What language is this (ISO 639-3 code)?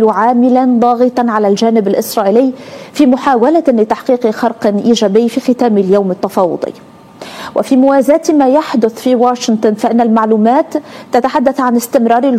ara